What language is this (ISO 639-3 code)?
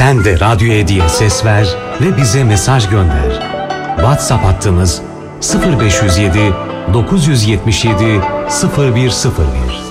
tur